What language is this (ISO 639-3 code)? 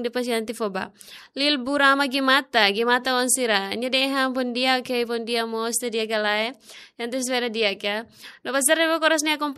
tet